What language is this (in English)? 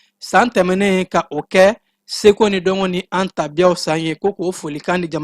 Bambara